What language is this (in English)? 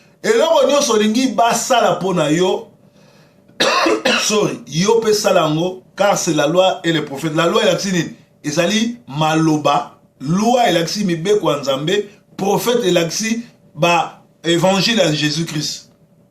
Lingala